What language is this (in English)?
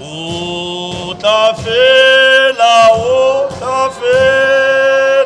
Tswana